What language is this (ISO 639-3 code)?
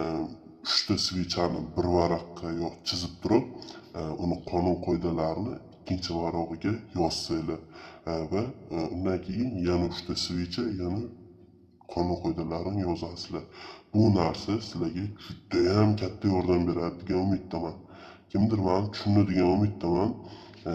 uzb